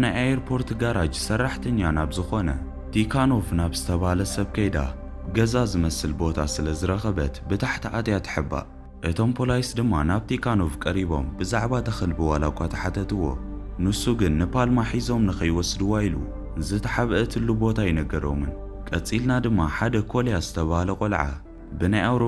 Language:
Tigrinya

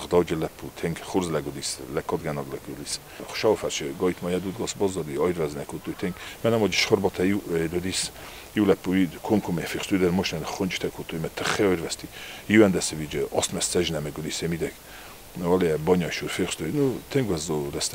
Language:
Ossetic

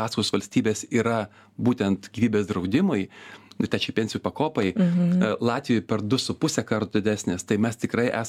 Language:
Lithuanian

